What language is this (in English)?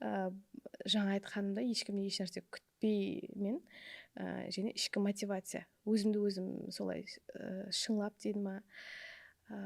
Kara-Kalpak